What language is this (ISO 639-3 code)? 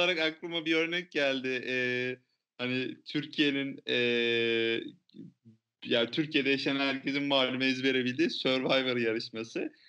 tur